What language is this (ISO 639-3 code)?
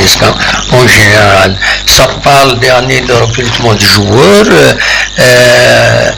kab